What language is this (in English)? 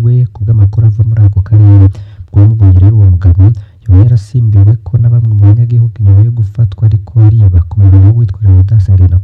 Rundi